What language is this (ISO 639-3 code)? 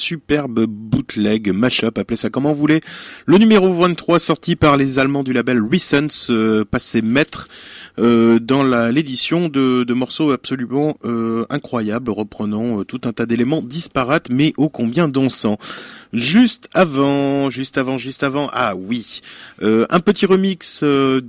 fra